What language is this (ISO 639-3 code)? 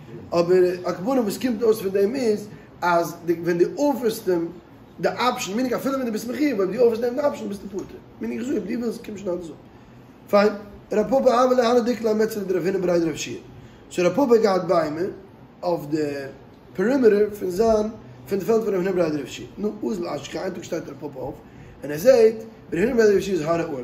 yid